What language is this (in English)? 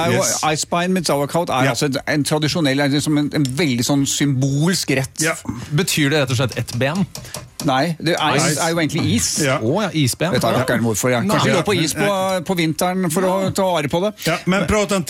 Norwegian